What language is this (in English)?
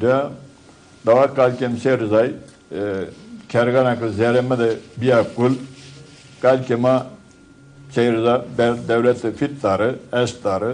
Zaza